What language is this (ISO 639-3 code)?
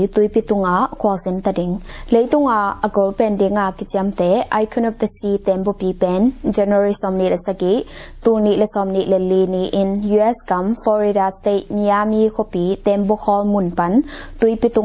ctd